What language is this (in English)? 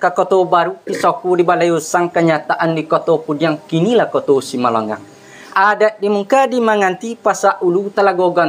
Minangkabau